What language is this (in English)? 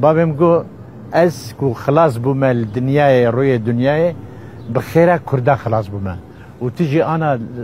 Kurdish